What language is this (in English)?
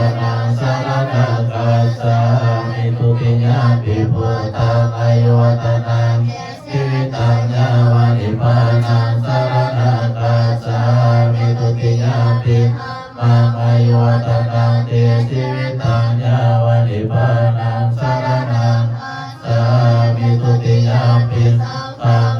Pali